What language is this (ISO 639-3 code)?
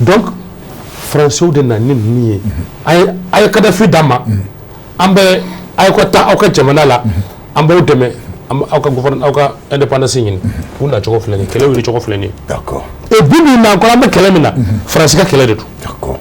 bam